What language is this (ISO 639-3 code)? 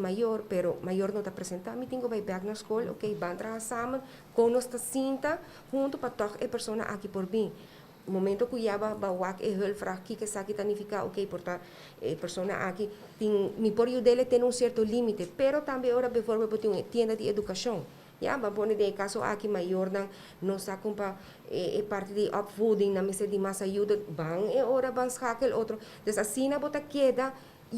pap